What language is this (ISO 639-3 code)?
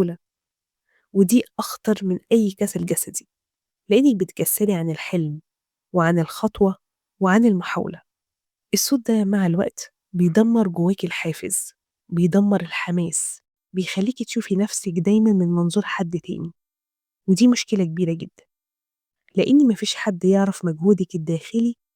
arz